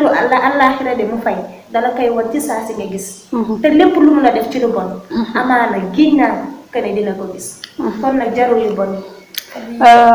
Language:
Wolof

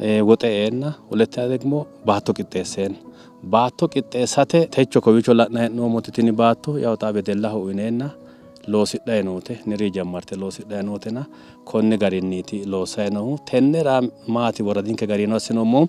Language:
Sidamo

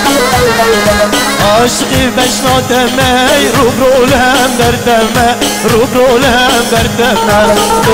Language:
Persian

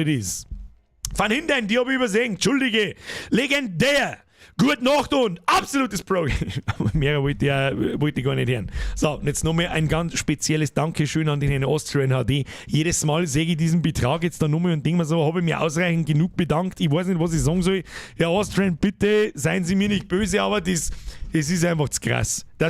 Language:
Bavarian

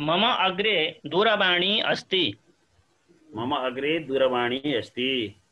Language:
Sanskrit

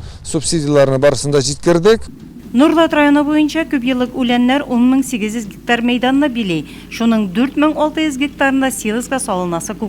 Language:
Tatar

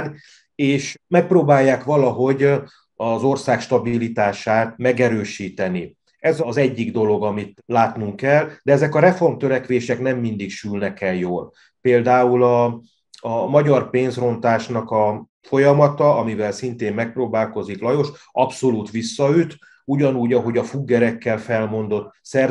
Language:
Hungarian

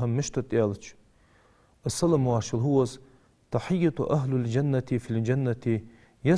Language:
Ingush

